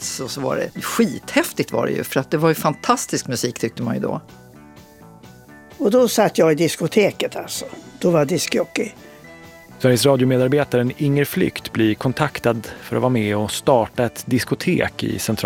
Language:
Swedish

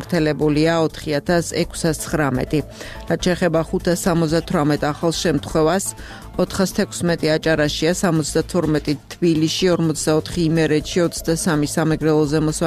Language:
Georgian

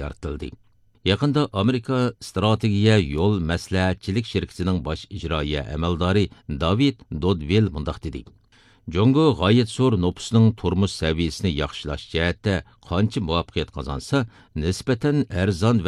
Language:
Uyghur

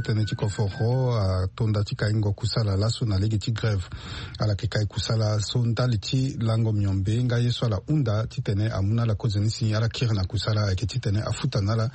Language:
Sango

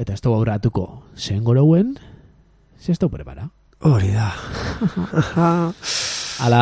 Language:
Basque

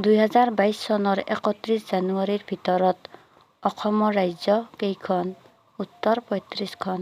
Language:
Assamese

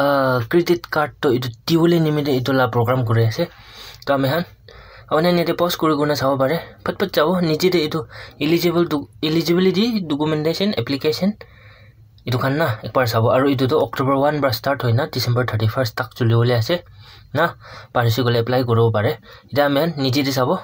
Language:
Naga Pidgin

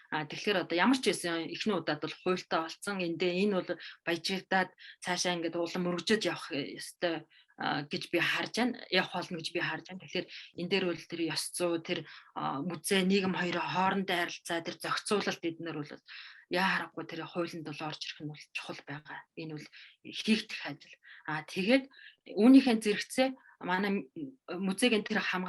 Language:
Mongolian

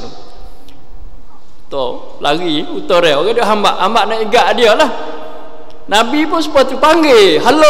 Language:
Malay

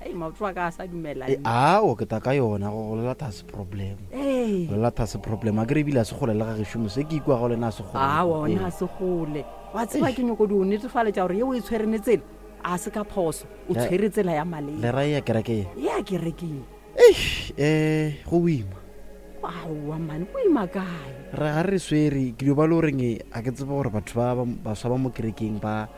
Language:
Northern Sotho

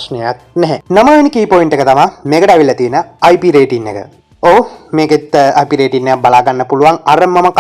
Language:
Sinhala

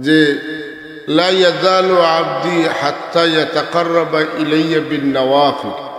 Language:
Sylheti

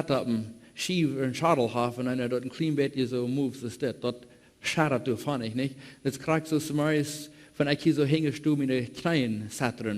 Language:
Plautdietsch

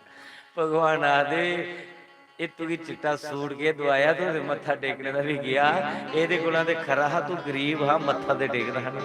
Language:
Dogri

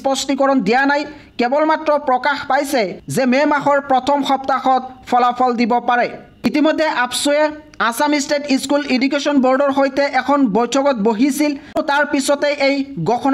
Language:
Assamese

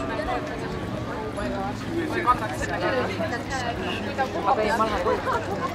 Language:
Estonian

